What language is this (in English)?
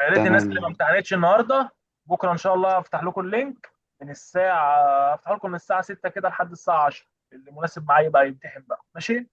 Egyptian Arabic